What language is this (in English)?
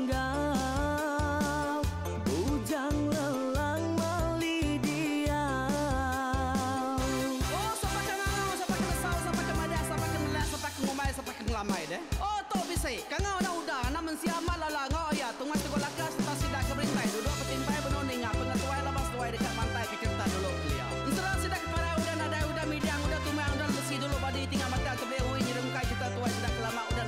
Iban